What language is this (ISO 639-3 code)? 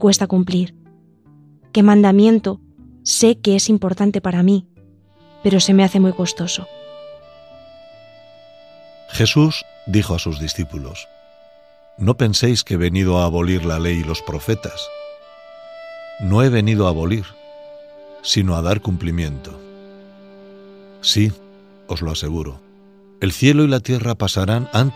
spa